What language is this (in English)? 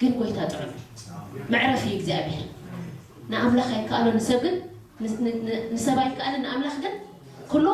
Tigrinya